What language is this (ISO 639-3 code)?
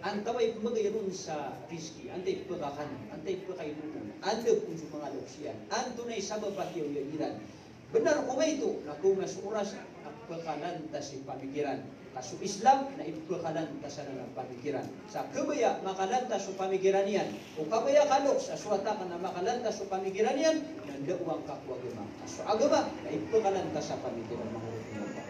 mrw